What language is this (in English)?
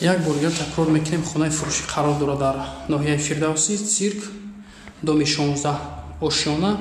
Tajik